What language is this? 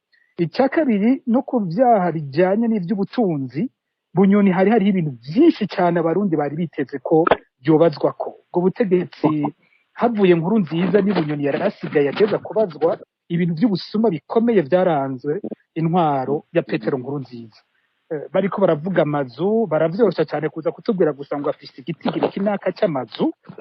Rundi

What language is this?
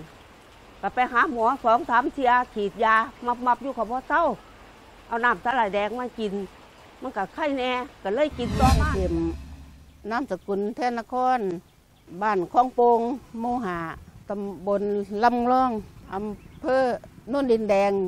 Lao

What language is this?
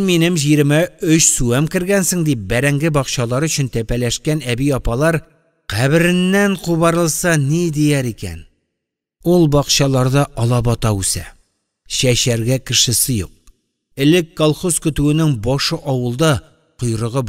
Tatar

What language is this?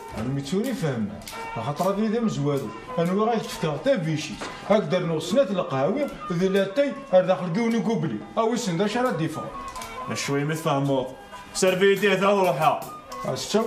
Kabyle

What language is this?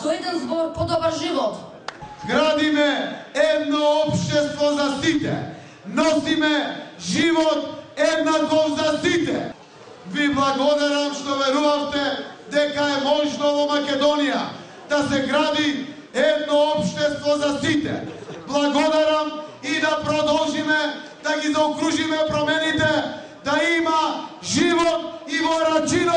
Macedonian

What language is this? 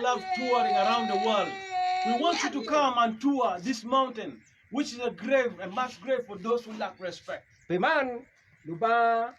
Acoli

